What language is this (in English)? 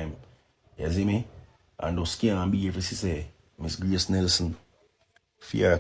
Jamaican Creole English